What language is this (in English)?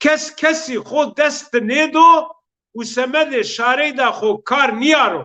Zaza